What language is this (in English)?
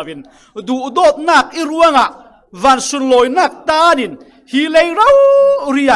Falam Chin